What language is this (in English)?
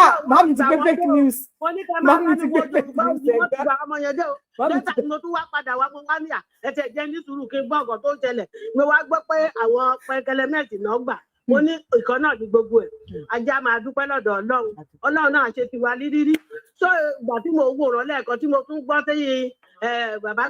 Yoruba